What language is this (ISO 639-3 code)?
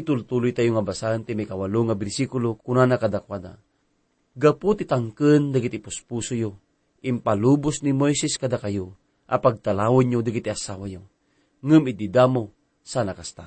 ilo